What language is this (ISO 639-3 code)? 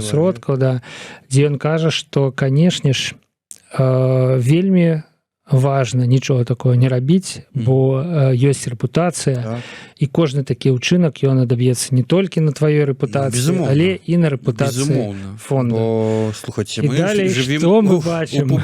bel